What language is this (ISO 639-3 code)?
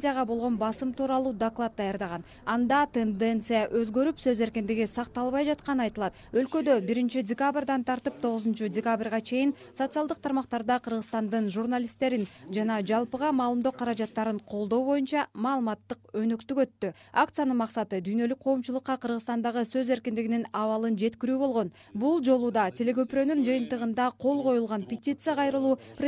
kir